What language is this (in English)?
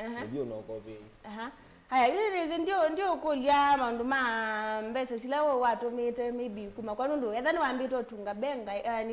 Kamba